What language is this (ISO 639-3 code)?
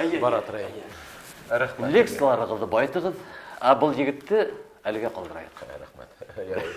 bak